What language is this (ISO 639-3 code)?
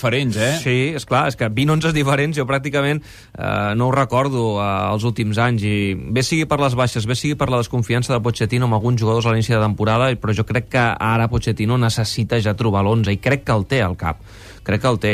cat